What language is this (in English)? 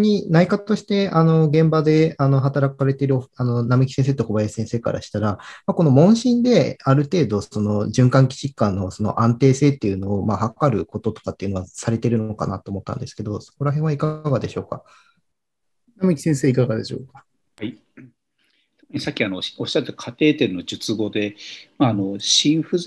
Japanese